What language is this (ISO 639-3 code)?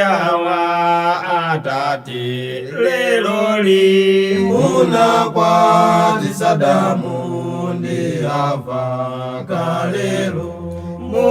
nya